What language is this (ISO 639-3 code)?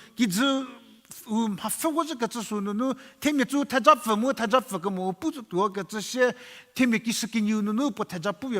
njm